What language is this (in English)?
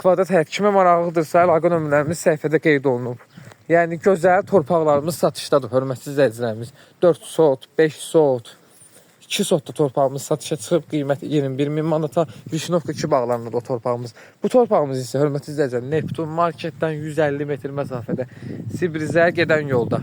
Azerbaijani